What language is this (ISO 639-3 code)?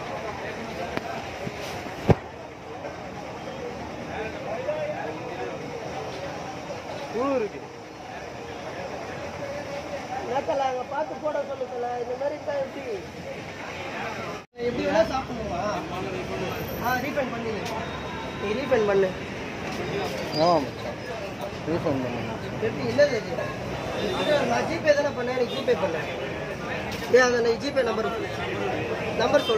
tam